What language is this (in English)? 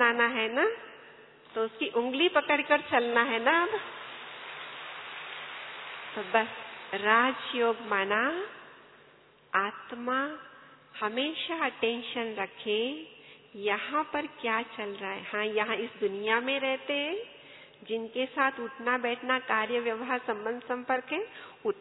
Hindi